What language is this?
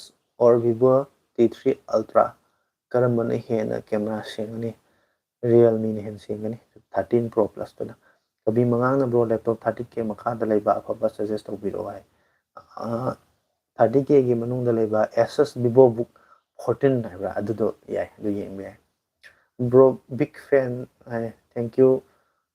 Manipuri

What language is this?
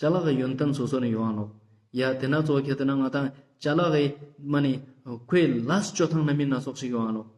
Ladakhi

